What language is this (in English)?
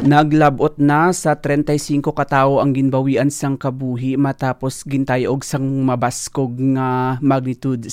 Hiligaynon